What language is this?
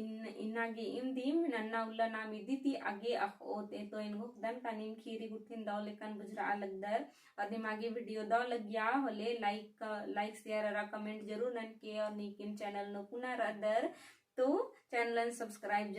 Kurukh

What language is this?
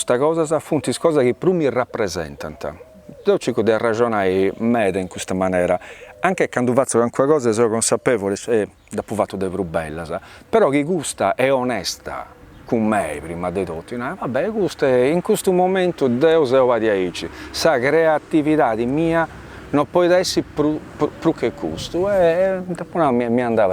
Sardinian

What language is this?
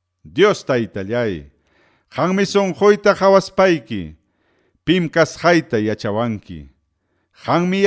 Ayacucho Quechua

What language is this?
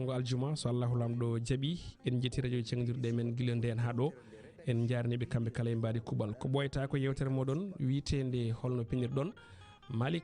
Fula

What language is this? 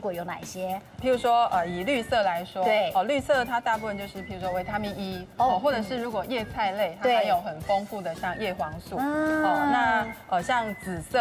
Chinese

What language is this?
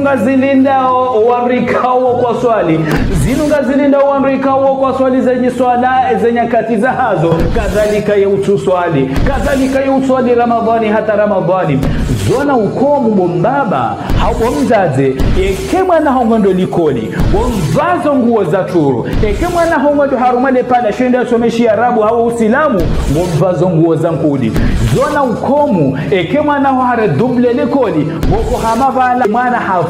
Ngazidja Comorian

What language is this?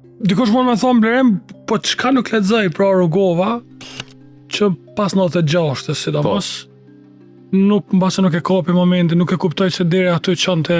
Albanian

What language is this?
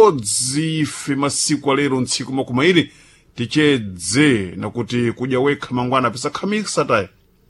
Sena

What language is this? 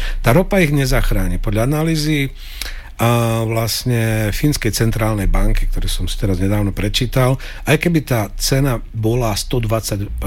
Slovak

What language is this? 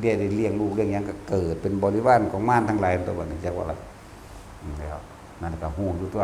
Northeastern Thai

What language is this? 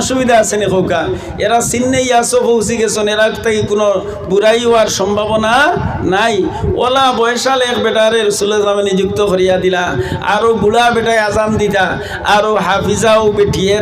Sylheti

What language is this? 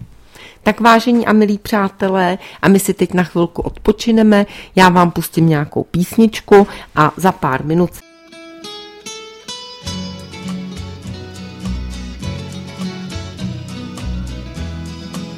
Czech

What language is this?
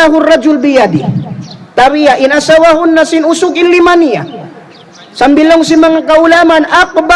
Tausug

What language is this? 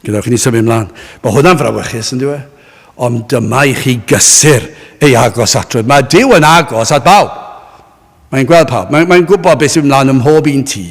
Welsh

